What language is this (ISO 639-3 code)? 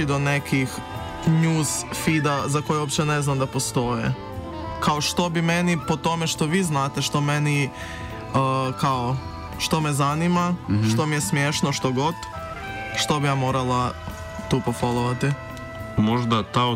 hrv